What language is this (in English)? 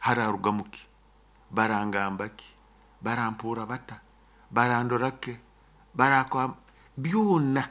Nyoro